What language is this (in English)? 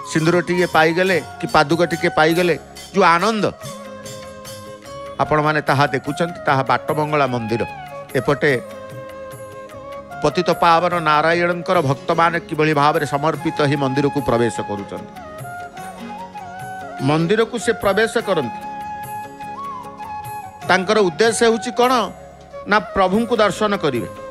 Odia